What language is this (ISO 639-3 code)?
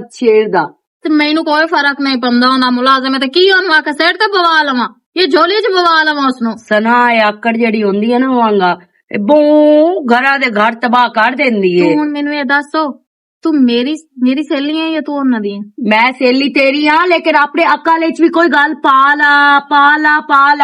lah